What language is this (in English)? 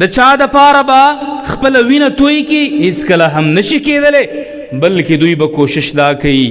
Pashto